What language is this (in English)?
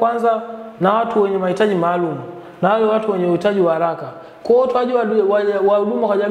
Swahili